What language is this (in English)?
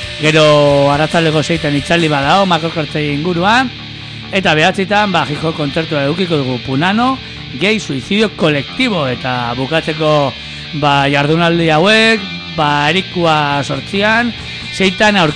Basque